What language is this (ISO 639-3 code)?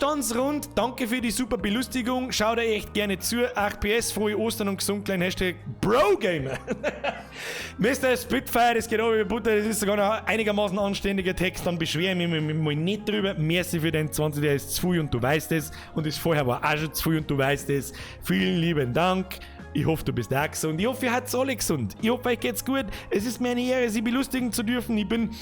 bar